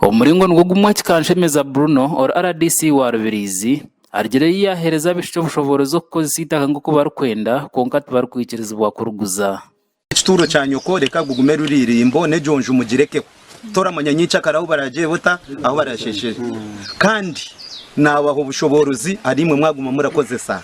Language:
Nyankole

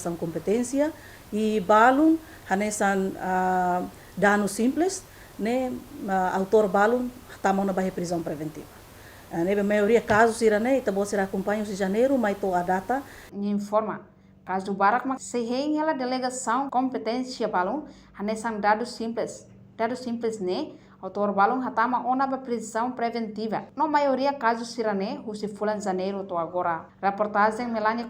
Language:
Tetum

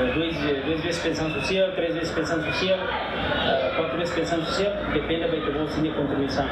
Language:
Tetum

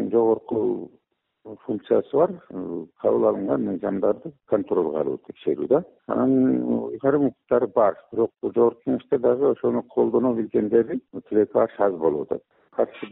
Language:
Kyrgyz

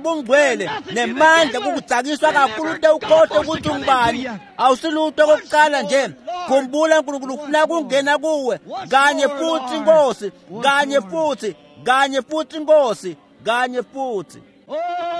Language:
Swati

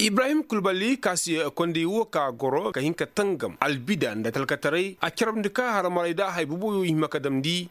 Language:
Koyraboro Senni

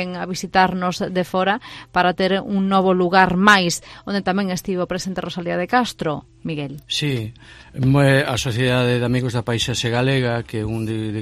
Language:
Galician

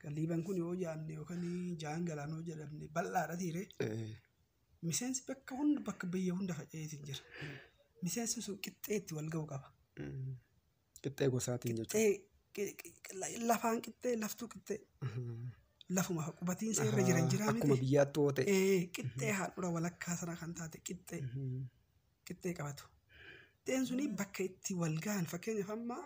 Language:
Oromo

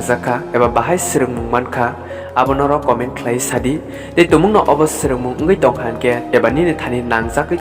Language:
Kok Borok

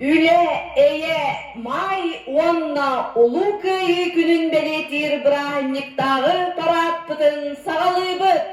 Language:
Yakut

